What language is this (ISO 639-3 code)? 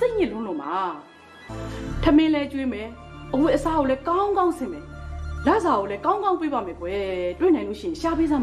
mya